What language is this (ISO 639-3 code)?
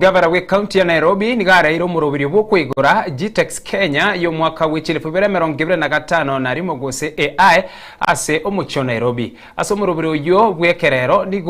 guz